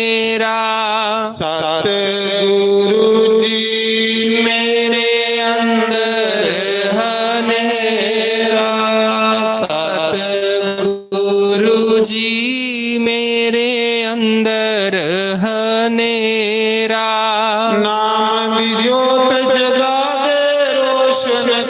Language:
Dogri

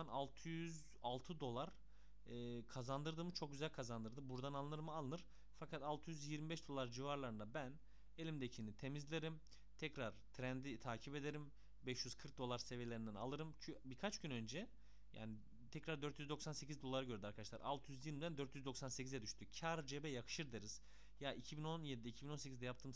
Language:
Turkish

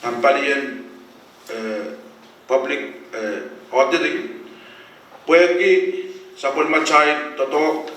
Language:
Pohnpeian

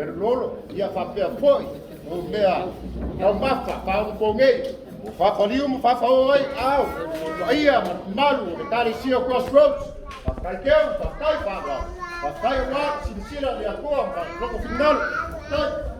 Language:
Samoan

